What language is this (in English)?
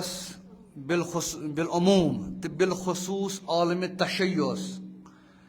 Kashmiri